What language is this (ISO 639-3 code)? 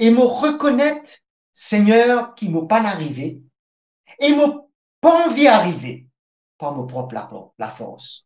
mfe